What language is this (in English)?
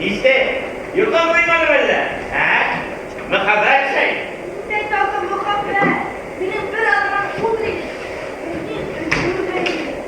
Bashkir